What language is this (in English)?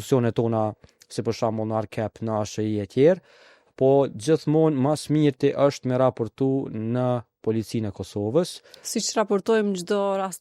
Albanian